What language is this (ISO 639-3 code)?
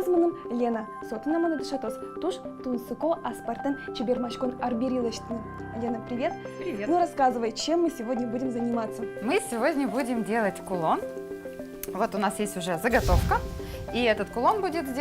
udm